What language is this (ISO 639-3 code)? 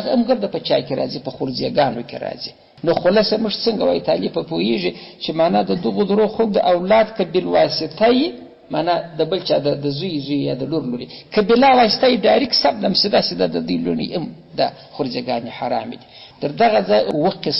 pus